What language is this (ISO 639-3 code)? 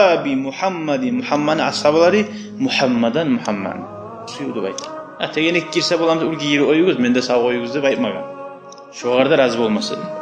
kum